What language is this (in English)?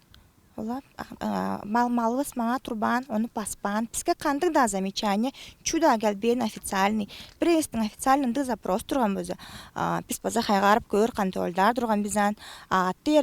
Tuvinian